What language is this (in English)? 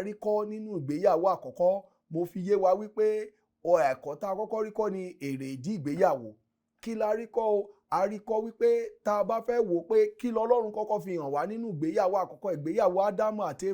Yoruba